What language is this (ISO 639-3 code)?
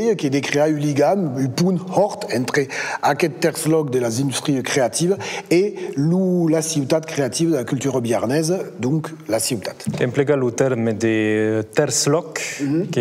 oci